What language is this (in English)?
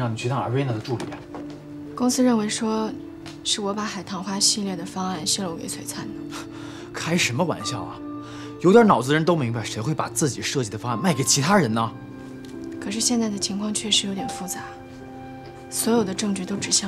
Chinese